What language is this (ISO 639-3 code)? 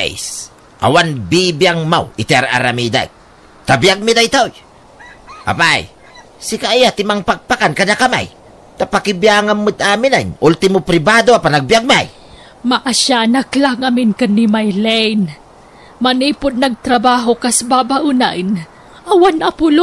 ilo